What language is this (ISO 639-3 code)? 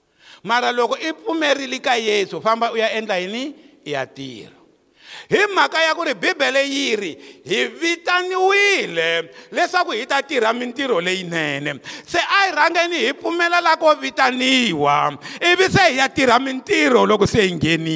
tso